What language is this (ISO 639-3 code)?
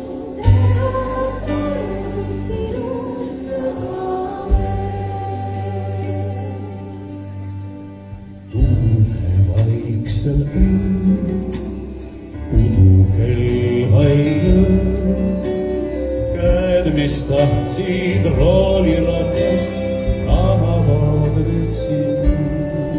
est